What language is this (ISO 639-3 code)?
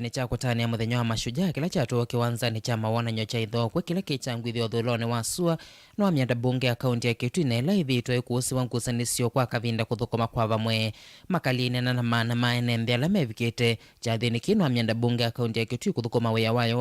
kam